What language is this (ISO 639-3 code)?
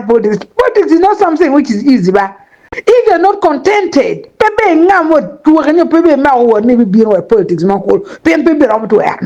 ach